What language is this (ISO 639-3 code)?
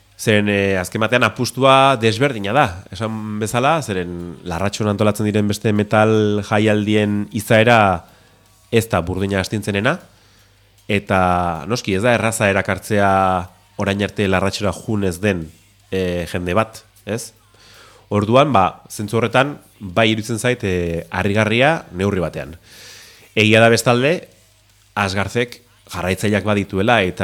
eus